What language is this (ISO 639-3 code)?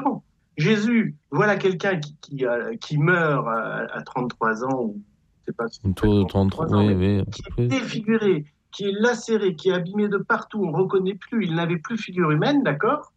fra